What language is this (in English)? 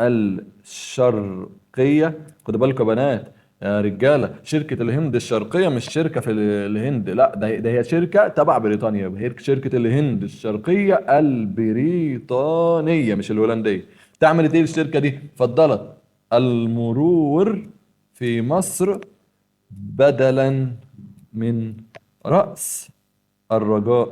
Egyptian Arabic